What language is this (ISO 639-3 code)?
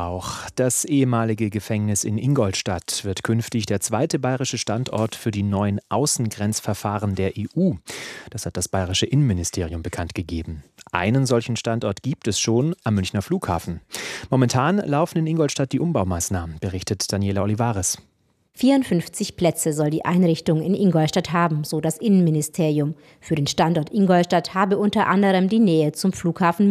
deu